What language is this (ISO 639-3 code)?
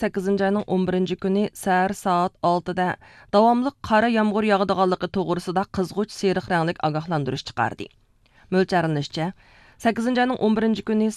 uig